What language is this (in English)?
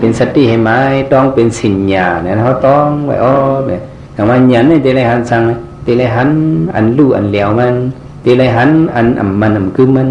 Shan